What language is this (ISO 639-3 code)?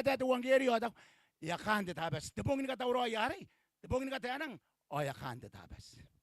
gil